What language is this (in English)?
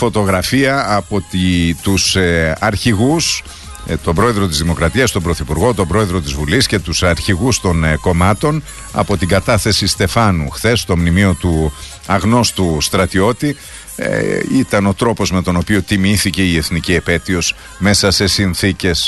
Greek